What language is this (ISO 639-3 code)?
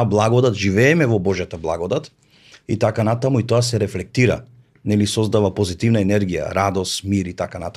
mkd